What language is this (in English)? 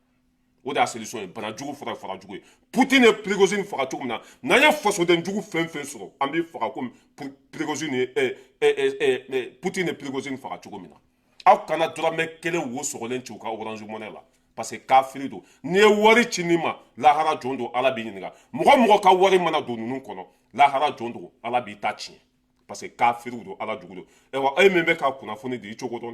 Bambara